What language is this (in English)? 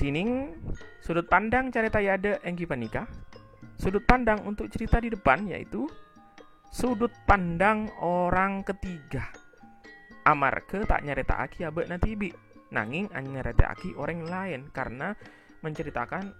Madurese